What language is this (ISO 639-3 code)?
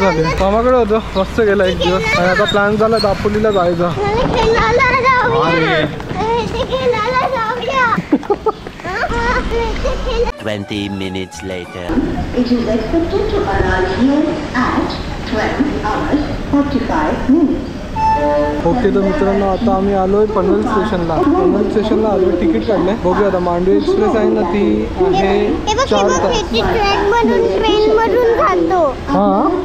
mar